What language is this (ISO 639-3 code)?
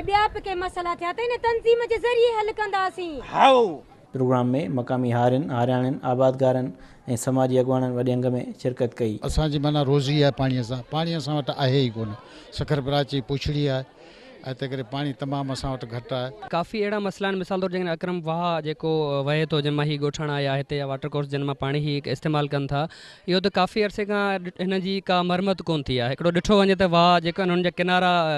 snd